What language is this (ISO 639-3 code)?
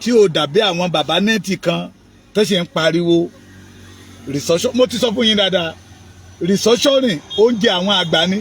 yor